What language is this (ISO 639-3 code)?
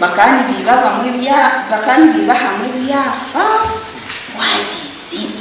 nyn